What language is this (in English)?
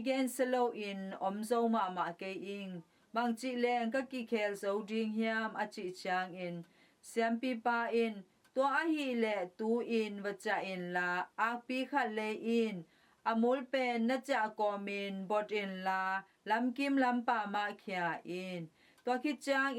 Tedim Chin